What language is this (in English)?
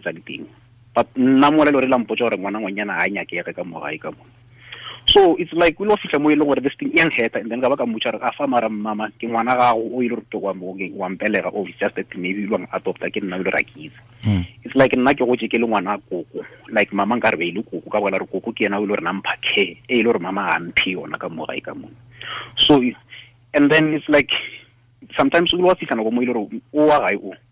Tswana